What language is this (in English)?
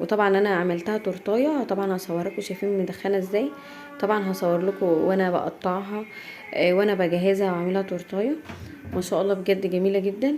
Egyptian Arabic